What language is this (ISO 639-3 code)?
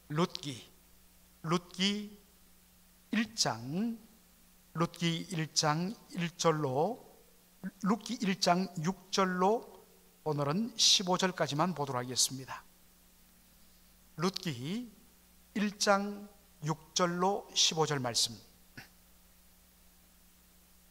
kor